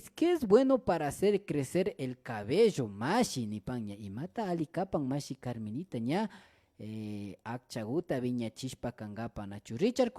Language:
Imbabura Highland Quichua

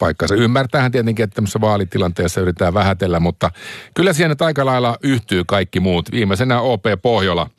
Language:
Finnish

